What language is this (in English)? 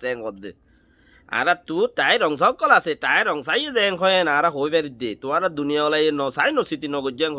Rohingya